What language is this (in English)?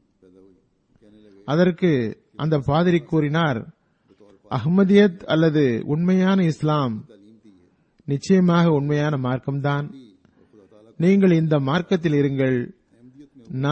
Tamil